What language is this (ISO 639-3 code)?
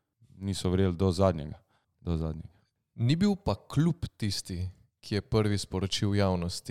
slv